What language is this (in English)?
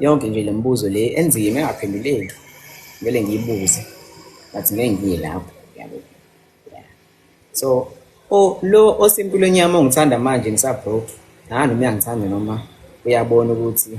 Zulu